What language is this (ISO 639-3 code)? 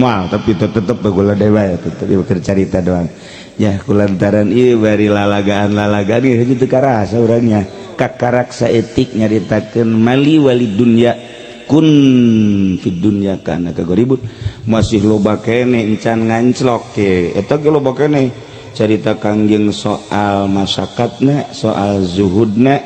sun